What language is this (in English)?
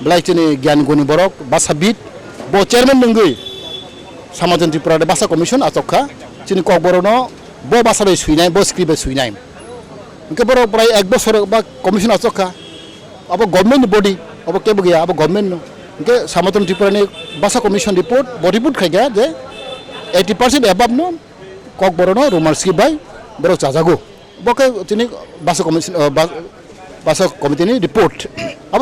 Kok Borok